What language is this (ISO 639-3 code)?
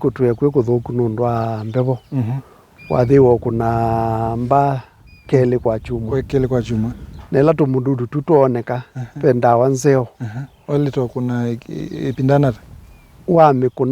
kam